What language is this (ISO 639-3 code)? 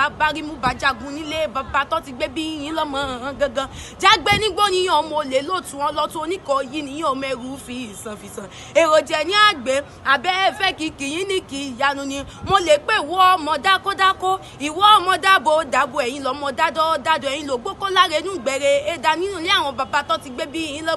yor